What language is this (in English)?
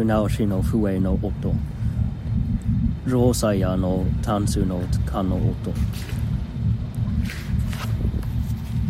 Japanese